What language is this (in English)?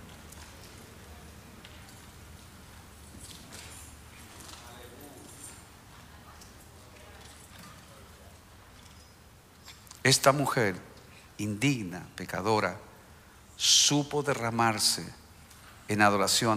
Spanish